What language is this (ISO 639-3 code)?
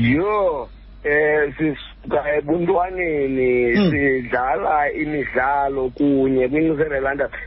xho